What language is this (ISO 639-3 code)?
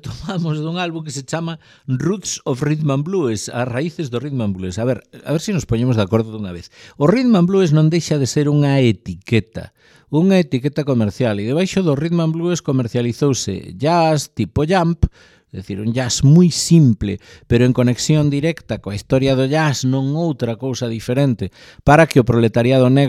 glg